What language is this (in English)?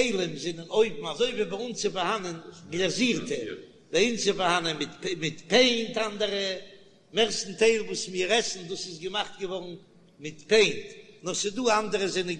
Yiddish